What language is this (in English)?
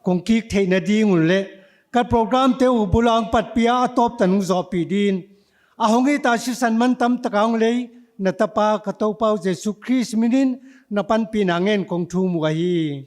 Paite Chin